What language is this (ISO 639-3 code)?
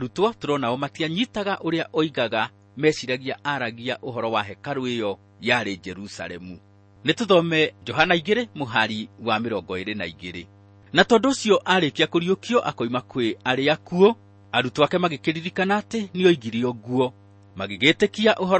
kik